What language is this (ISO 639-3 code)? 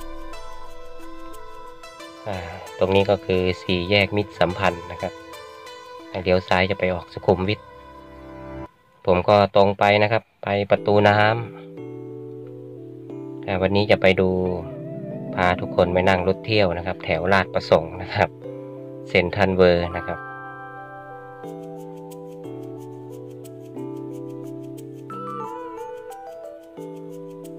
tha